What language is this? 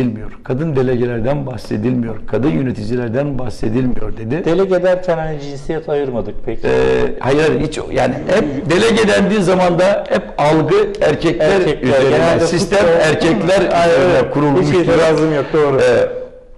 Turkish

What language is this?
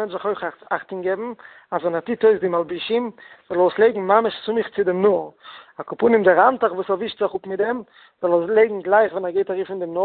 Yiddish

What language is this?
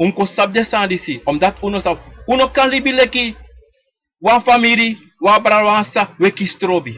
Sranan Tongo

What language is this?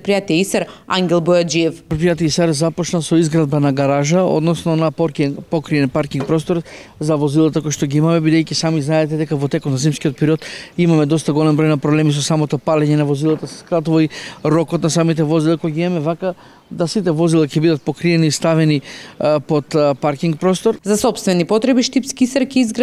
Macedonian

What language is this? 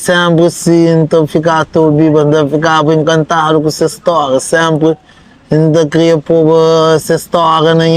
Kabuverdianu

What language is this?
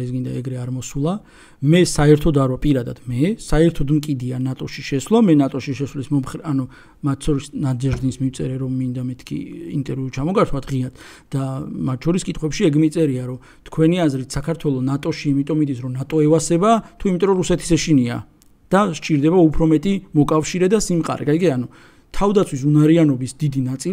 Georgian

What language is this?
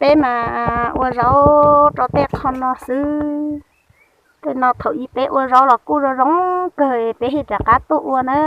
Hmong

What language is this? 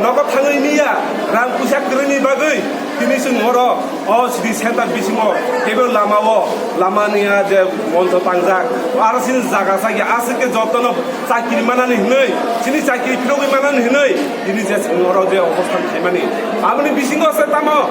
Kok Borok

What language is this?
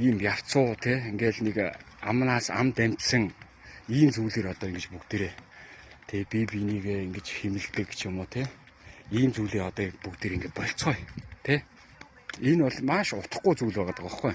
Mongolian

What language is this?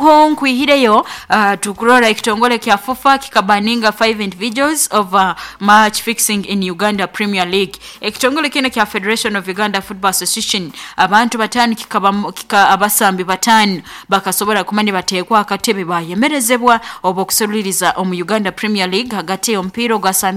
Nyoro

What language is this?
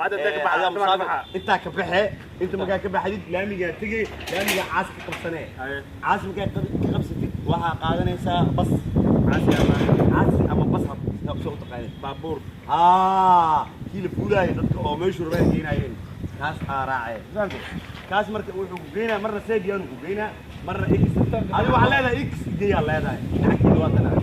Somali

